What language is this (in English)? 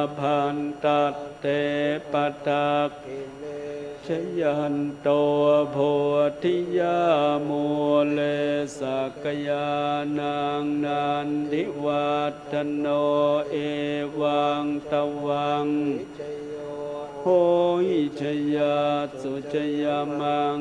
Pali